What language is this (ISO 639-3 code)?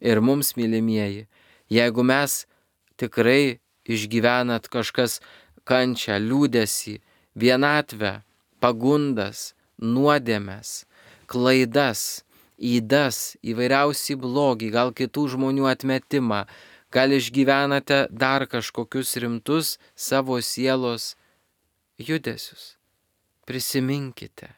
lit